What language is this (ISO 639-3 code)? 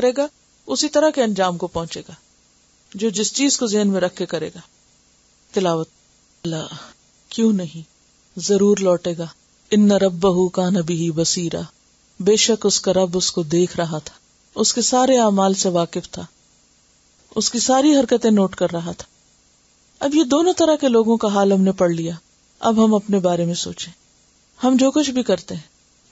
urd